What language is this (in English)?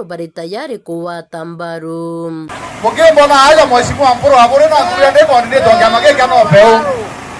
Meru